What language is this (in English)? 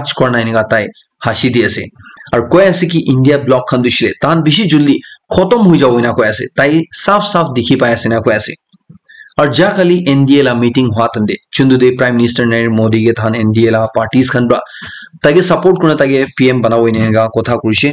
Naga Pidgin